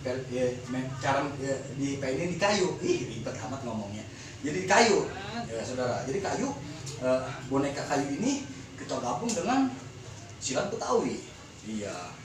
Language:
Betawi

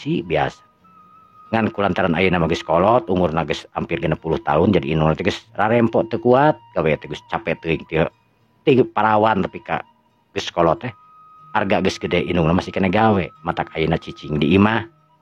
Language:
Sundanese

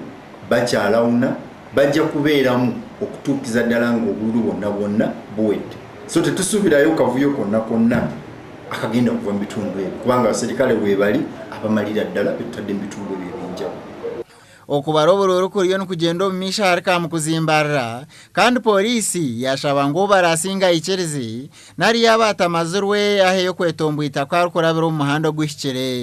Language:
Nyankole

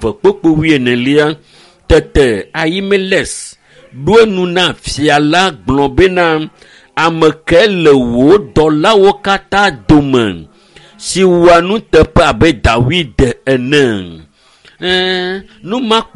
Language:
Ewe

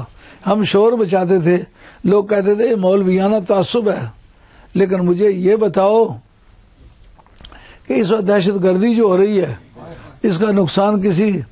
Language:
Urdu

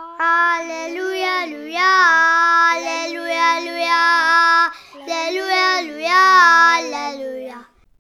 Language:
Slovenian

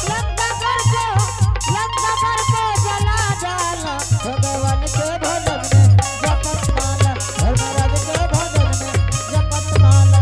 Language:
Angika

